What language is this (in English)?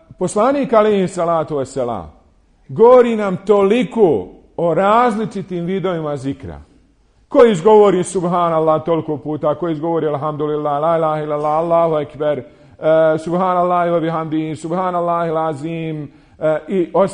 Bosnian